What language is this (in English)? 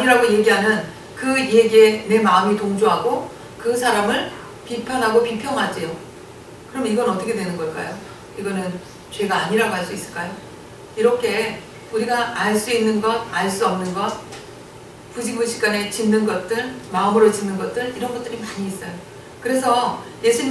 Korean